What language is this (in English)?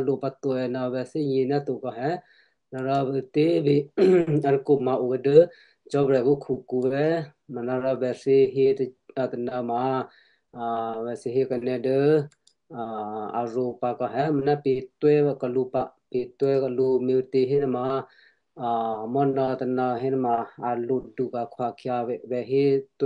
Western Kayah